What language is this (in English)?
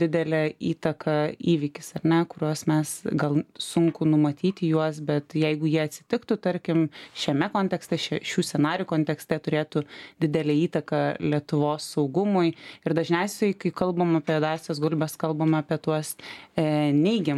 Lithuanian